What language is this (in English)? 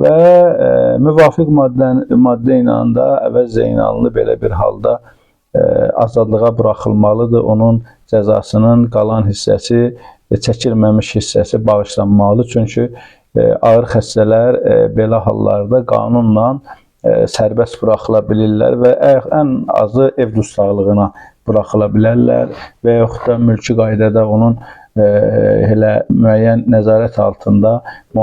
Azerbaijani